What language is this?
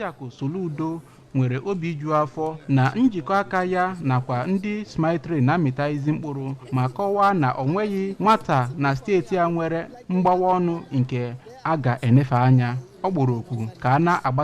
Igbo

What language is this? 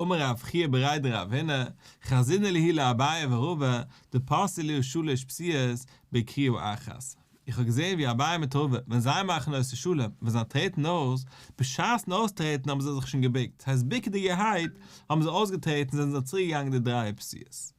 Yiddish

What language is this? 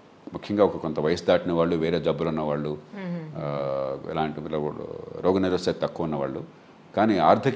Telugu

